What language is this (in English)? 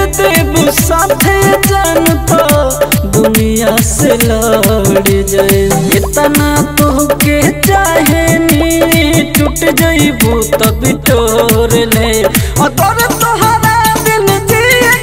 Bhojpuri